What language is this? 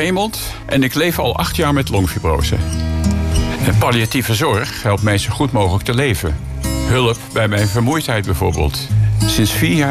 Dutch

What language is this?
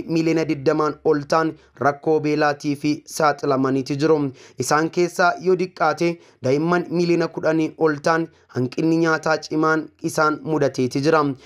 Oromo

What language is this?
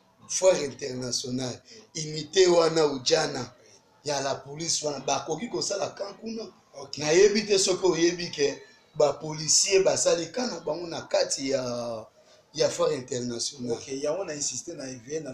Lingala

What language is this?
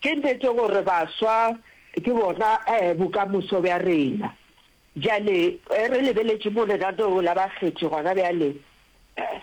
Northern Sotho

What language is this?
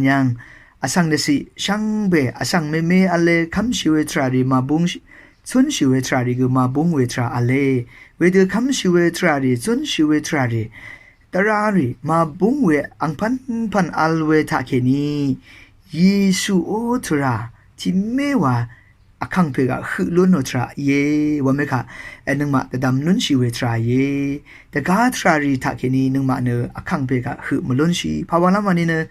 Rawang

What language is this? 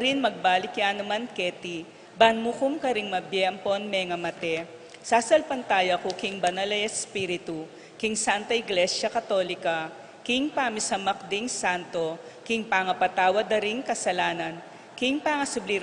Pampanga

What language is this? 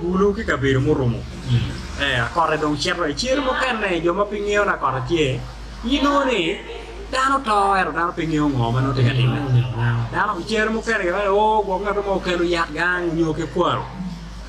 Acoli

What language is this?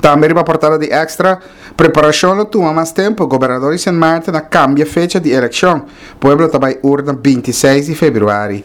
Papiamento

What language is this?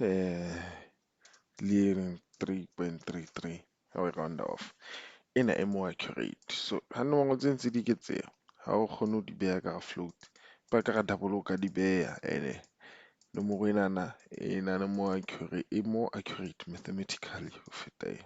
Southern Sotho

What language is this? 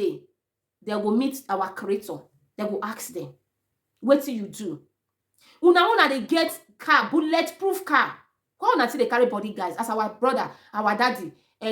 Nigerian Pidgin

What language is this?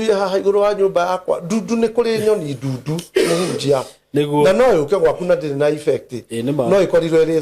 Kikuyu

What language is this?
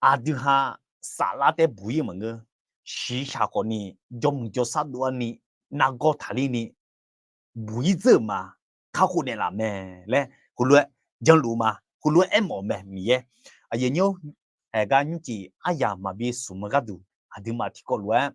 Akha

